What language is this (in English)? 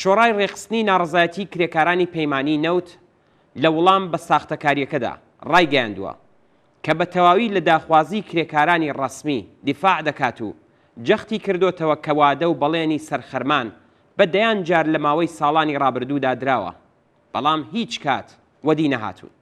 Central Kurdish